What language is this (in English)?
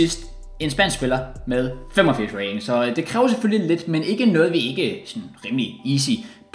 Danish